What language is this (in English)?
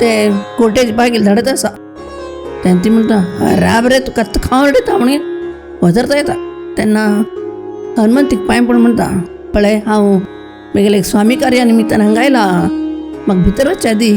Konkani